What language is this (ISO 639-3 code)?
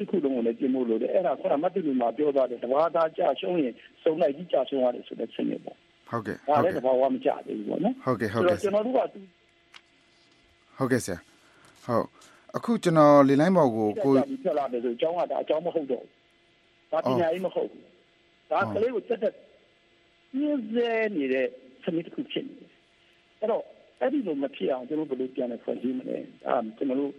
mya